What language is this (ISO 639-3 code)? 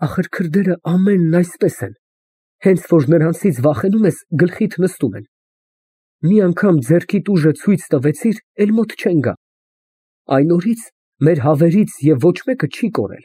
hye